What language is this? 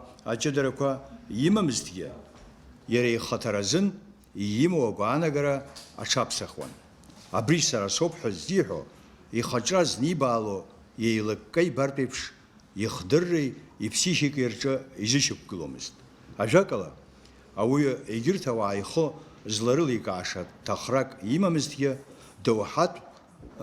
Abkhazian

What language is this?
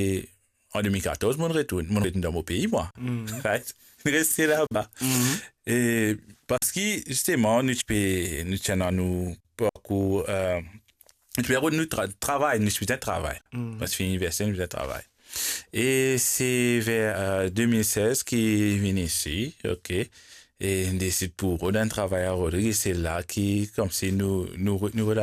Morisyen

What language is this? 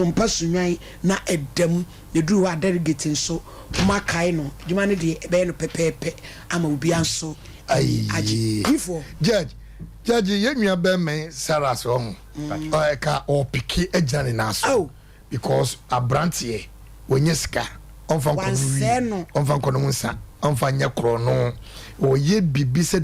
Akan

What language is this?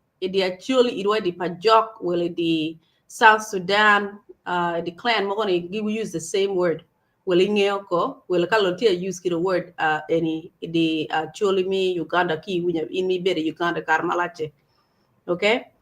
Acoli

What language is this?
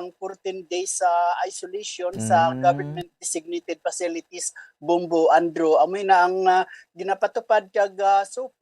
Hiligaynon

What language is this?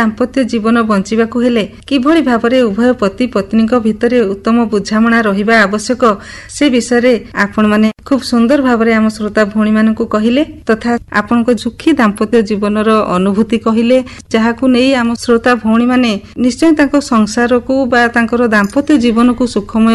Odia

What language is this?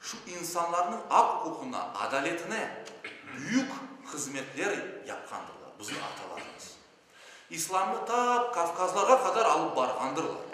Crimean Tatar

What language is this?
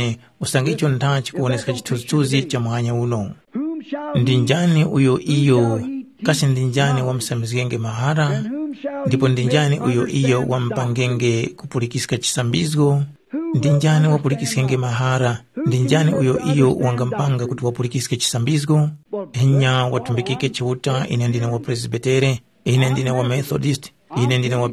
Tumbuka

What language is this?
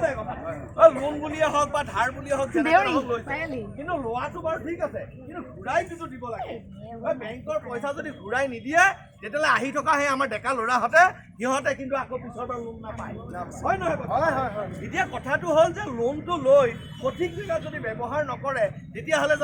Assamese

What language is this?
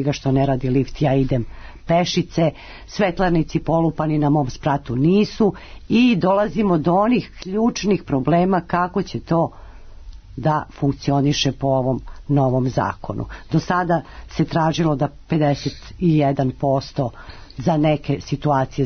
Serbian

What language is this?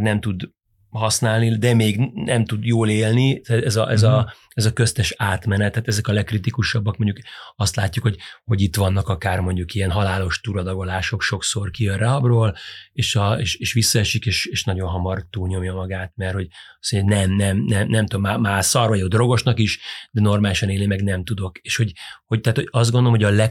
Hungarian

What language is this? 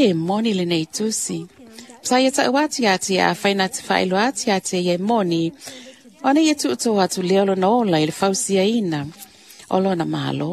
Samoan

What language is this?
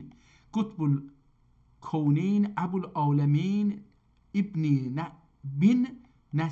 South Azerbaijani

